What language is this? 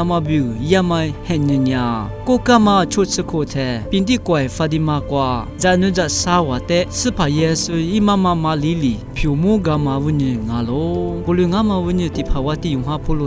Lisu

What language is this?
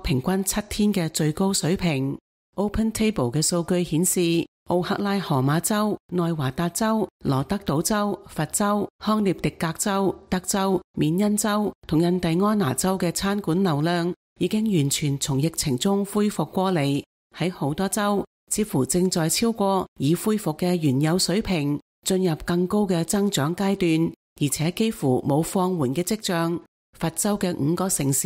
Cantonese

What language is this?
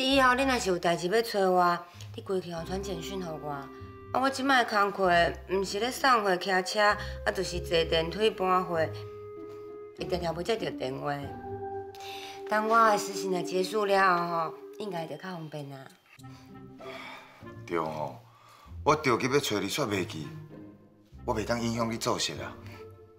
Min Nan Chinese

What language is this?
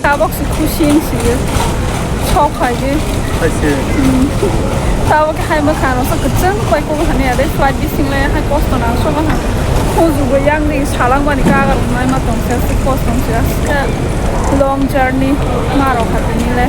Kok Borok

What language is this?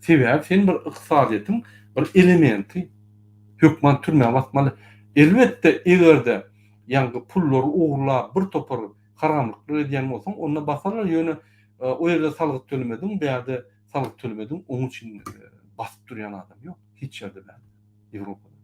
Turkmen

